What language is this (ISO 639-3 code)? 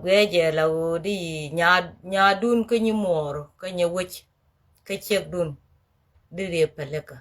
nus